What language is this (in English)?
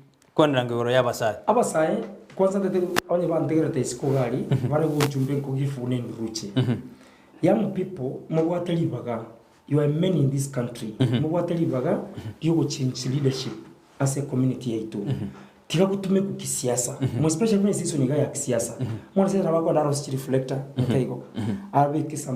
Gusii